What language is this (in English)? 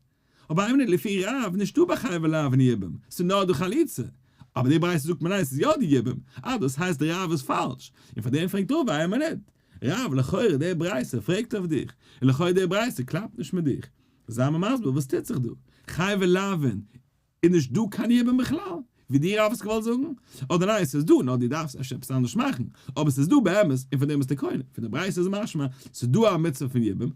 Yiddish